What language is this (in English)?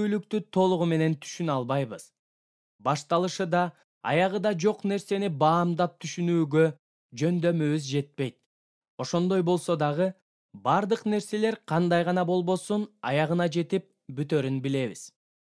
Kyrgyz